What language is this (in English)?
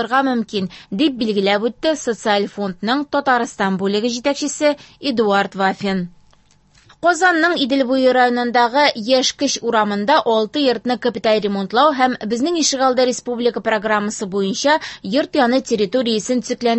Tatar